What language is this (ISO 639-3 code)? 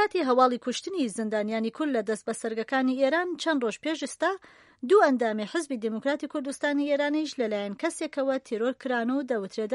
ckb